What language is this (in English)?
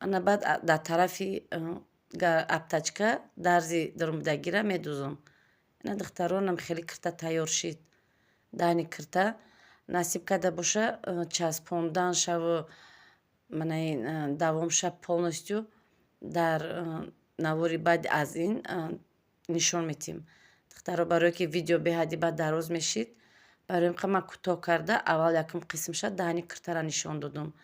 Tajik